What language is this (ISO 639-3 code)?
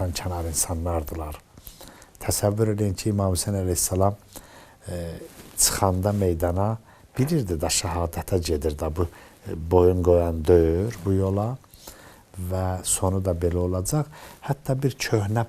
aze